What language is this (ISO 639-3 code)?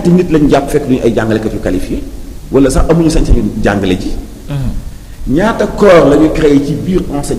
wol